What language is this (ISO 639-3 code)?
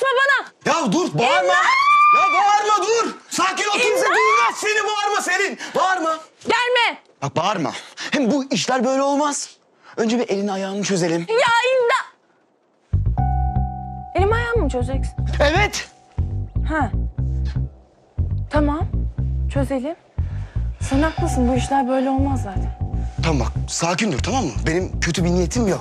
tur